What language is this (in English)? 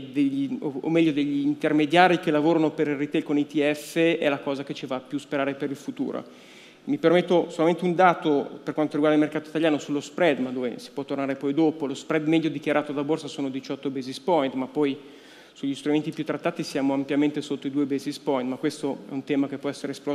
Italian